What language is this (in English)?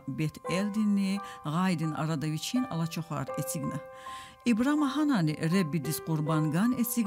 Lezghian